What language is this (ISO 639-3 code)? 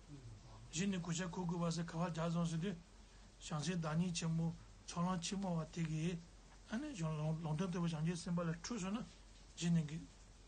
bod